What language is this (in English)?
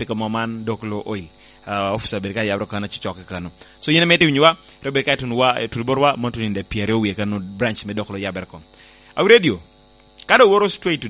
Lango (Uganda)